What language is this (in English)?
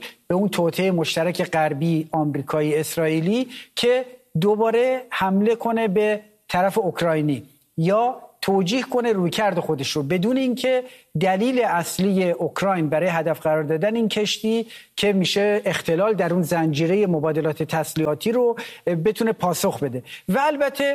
Persian